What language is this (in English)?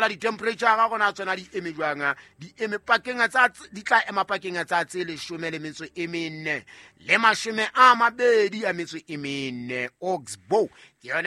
Southern Sotho